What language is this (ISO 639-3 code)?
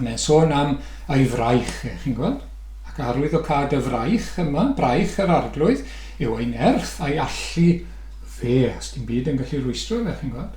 cym